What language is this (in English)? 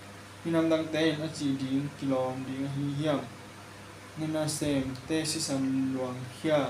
Tedim Chin